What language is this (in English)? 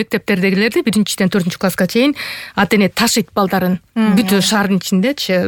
Kyrgyz